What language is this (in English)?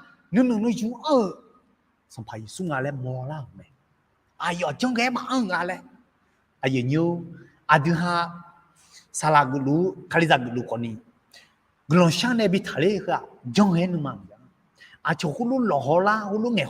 Akha